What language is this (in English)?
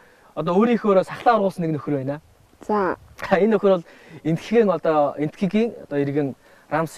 Mongolian